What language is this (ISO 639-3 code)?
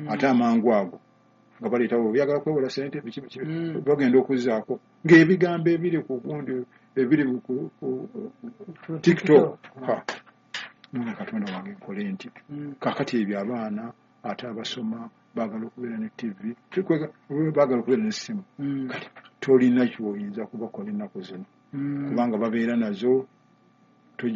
lug